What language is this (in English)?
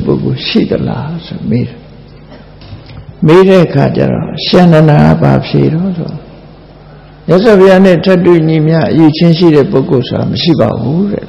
Burmese